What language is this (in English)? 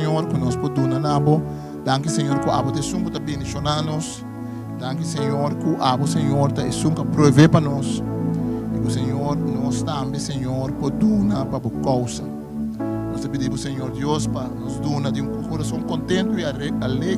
Papiamento